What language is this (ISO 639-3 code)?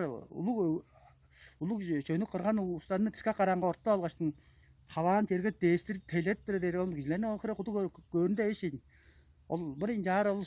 tyv